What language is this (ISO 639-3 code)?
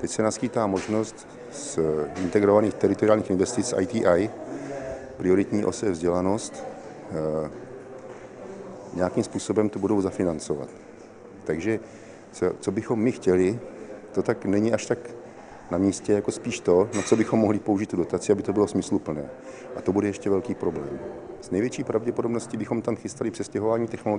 ces